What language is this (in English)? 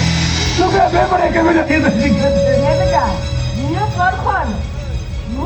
Santali